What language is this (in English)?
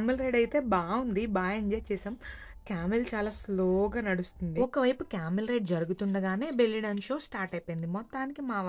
Telugu